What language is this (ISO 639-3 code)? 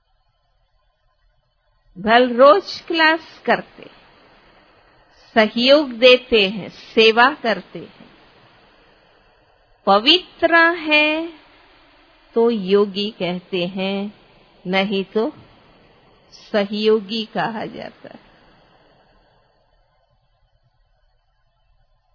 hin